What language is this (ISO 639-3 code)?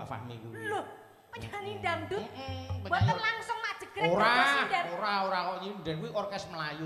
jav